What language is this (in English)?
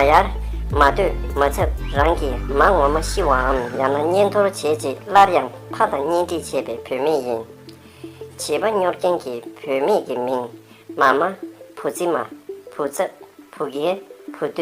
Tibetan